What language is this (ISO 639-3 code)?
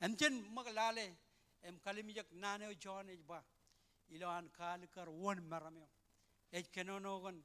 mah